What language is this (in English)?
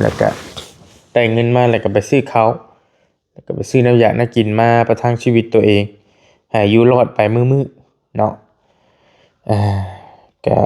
Lao